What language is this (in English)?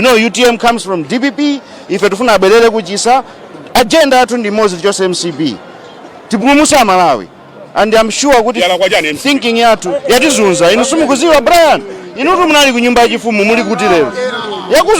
Nyanja